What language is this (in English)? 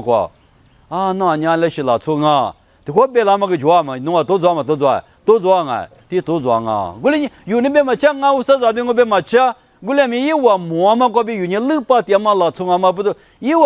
Lisu